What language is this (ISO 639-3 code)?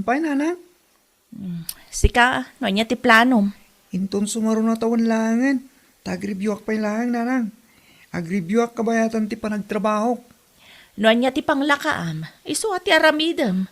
ilo